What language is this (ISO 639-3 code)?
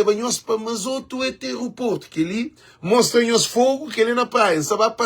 kea